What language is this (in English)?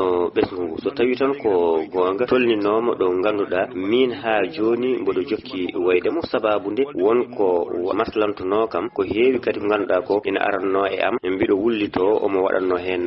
Fula